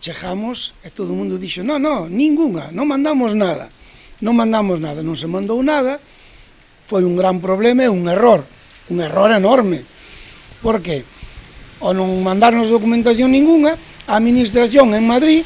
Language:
Galician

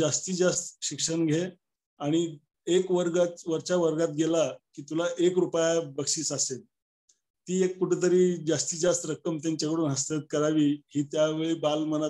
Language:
Marathi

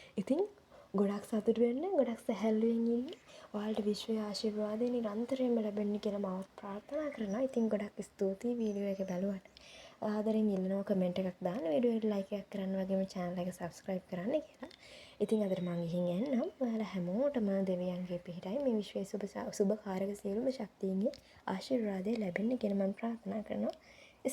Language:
Sinhala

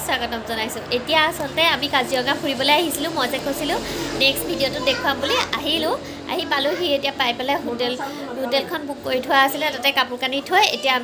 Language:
Assamese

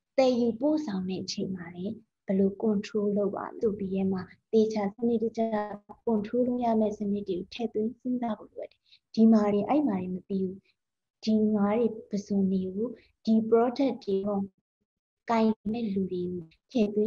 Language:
Burmese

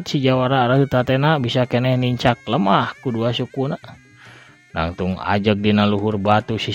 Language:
Sundanese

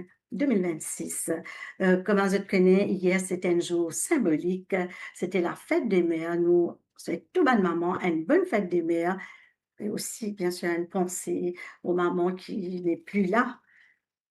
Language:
Morisyen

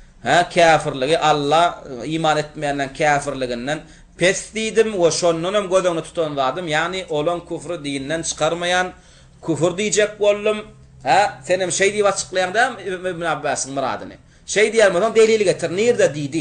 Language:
Turkmen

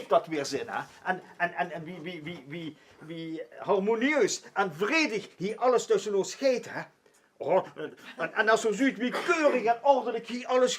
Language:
Limburgish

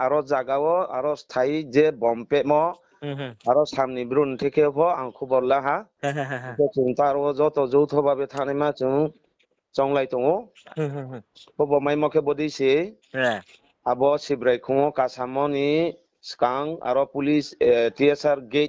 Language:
Riang (India)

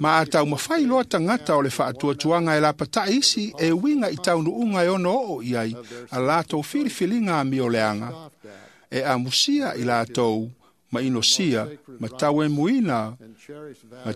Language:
Samoan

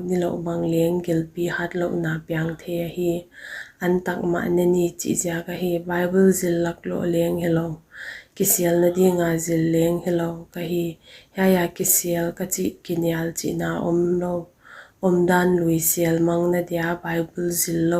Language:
Paite Chin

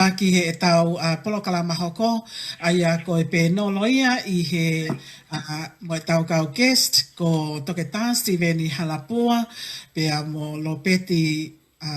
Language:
Tongan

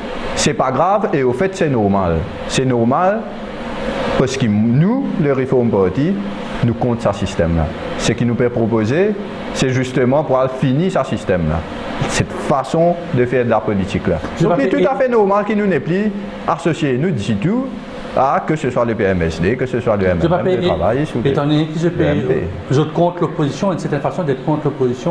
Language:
French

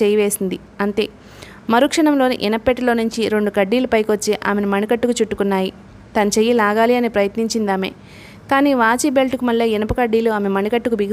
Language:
Telugu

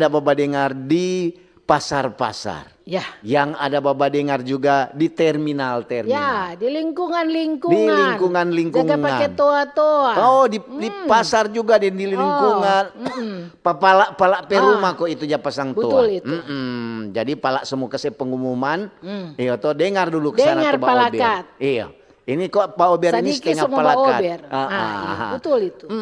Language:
Manado Malay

